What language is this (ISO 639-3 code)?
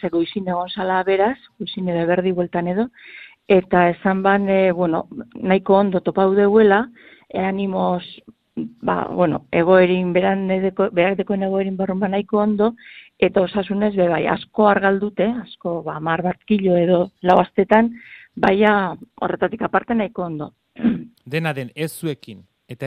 eus